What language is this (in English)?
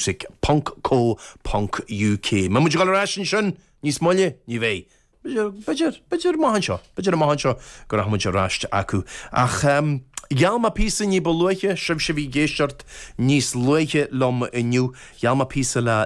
Irish